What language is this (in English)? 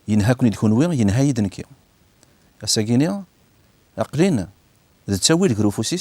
Kabyle